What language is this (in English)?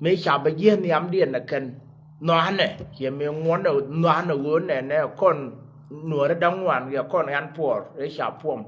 Nuer